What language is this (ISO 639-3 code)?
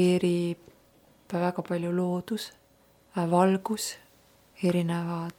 est